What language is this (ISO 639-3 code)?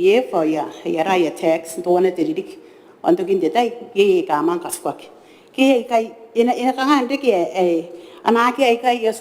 gil